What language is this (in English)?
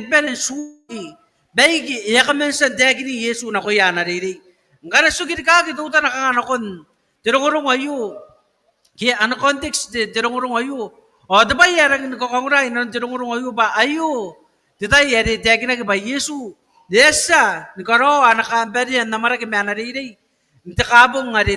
Gilbertese